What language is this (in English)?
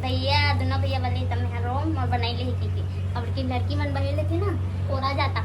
Chhattisgarhi